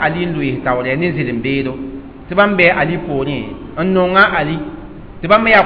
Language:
Mossi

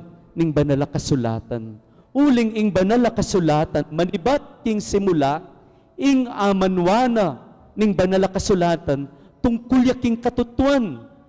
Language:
Pampanga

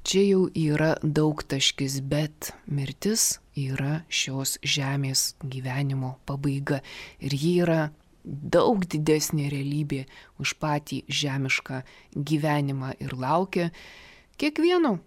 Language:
Lithuanian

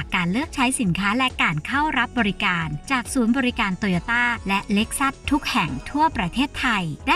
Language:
Thai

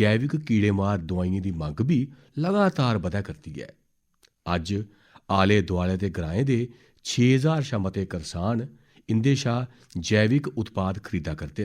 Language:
Dogri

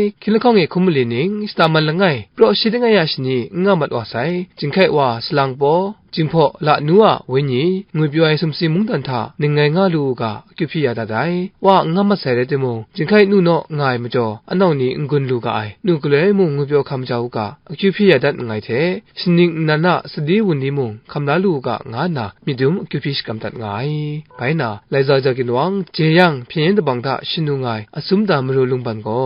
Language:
Kachin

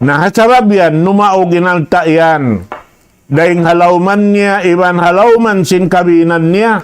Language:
Tausug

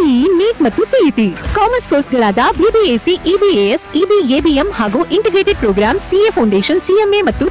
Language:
Kannada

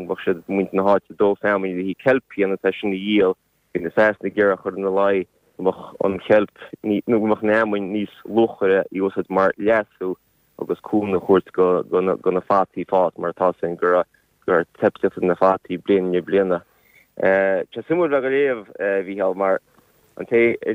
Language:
Irish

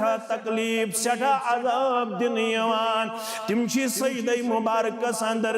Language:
Kashmiri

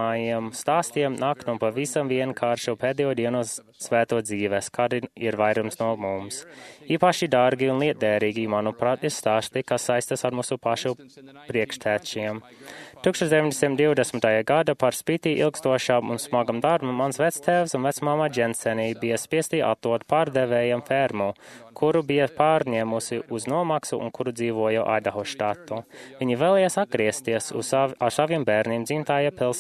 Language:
Latvian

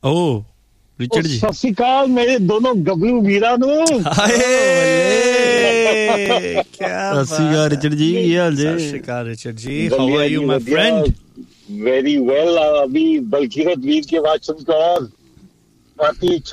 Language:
Punjabi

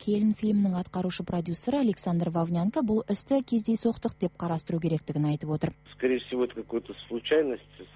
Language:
Kazakh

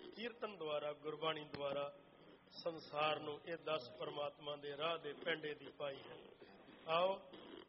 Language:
Punjabi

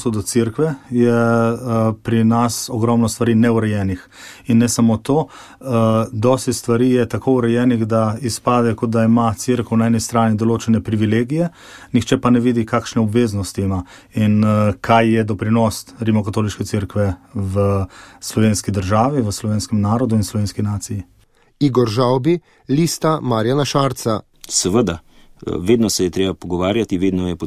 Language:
Slovenian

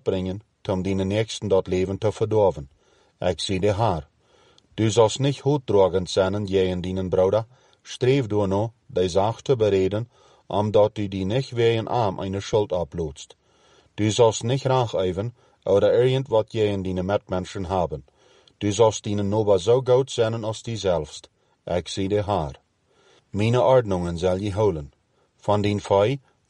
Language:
Plautdietsch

